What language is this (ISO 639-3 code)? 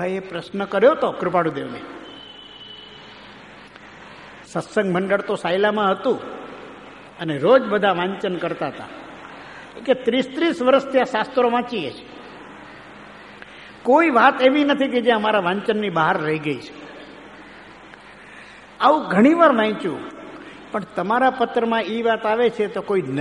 guj